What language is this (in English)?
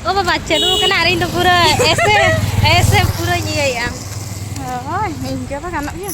Santali